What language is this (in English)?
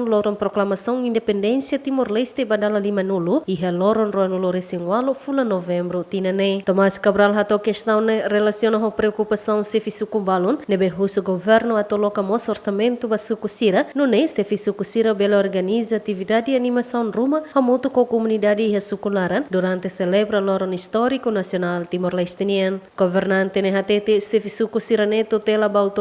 Tetum